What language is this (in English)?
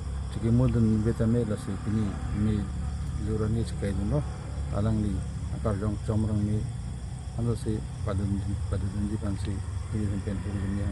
Karbi